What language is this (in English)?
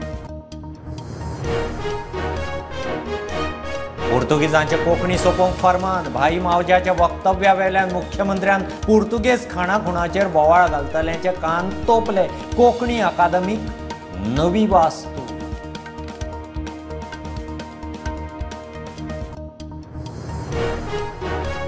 Konkani